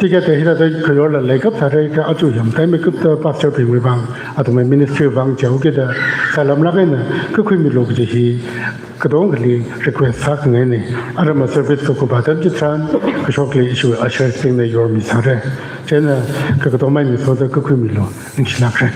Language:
Tangkhul Naga (India)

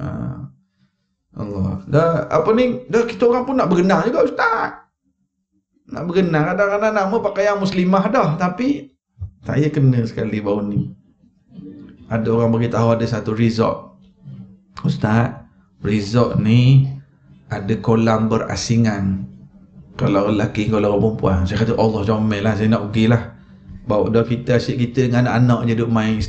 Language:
Malay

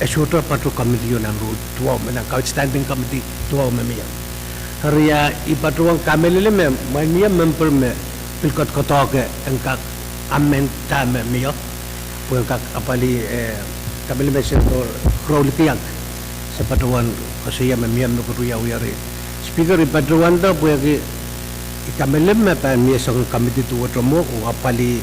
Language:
Pohnpeian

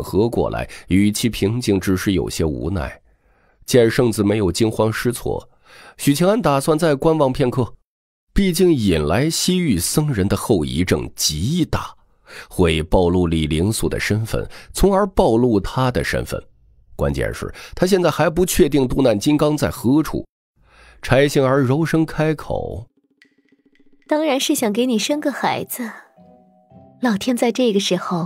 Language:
Chinese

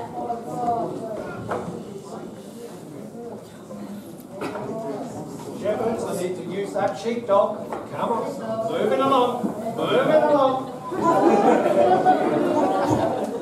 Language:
English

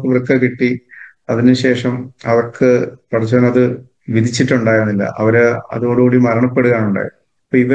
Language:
Malayalam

